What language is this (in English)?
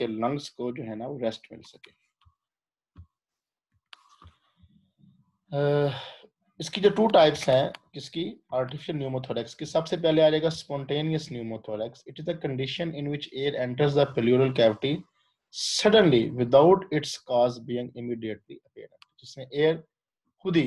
Hindi